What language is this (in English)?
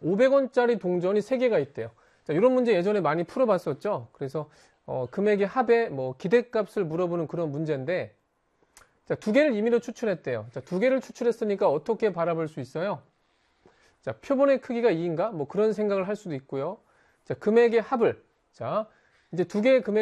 Korean